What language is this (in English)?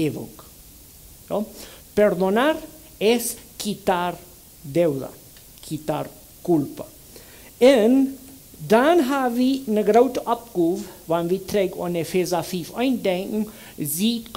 Plautdietsch